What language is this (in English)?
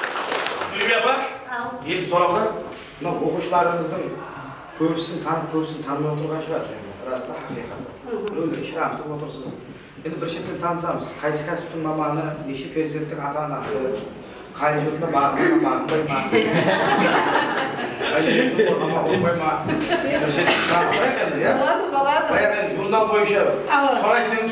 Kazakh